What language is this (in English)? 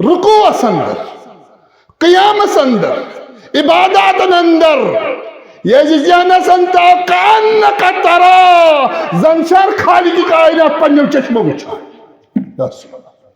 Kashmiri